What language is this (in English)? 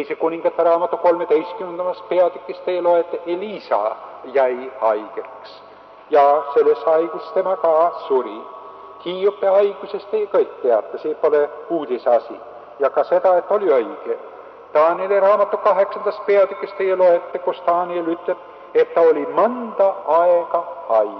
Estonian